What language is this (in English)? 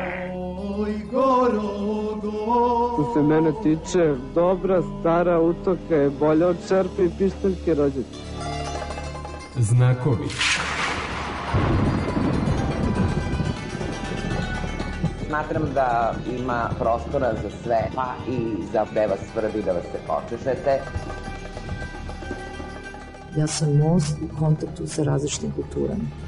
Serbian